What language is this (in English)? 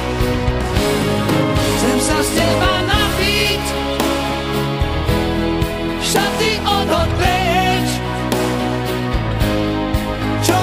Slovak